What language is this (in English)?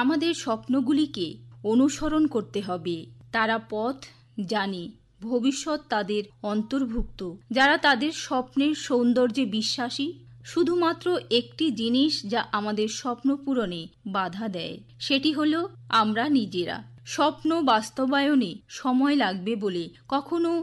Bangla